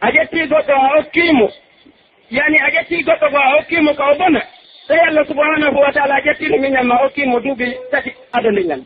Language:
Pular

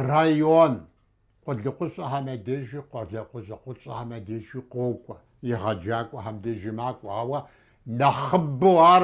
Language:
Kabardian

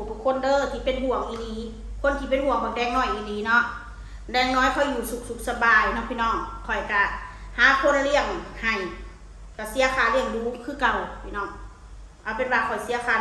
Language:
Northeastern Thai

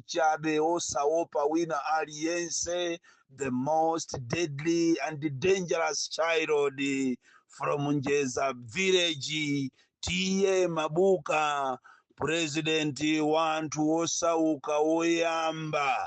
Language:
Nyanja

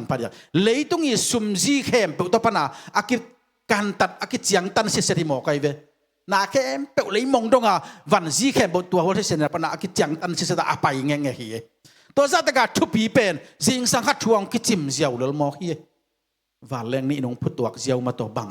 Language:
Tedim Chin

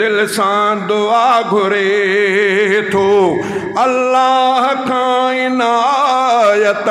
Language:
Sindhi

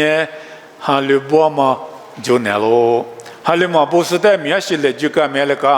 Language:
Lisu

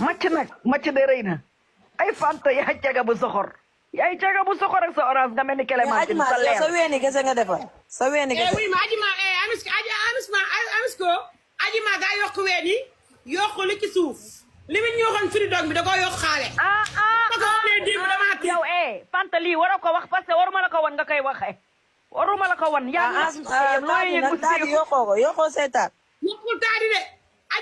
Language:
Wolof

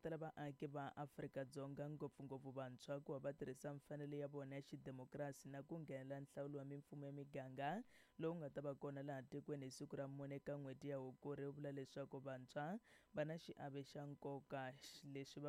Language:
Tsonga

